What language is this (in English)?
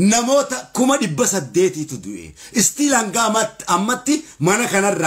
Oromo